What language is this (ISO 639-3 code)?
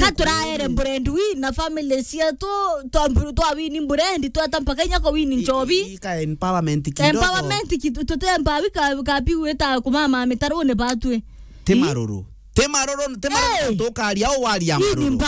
mer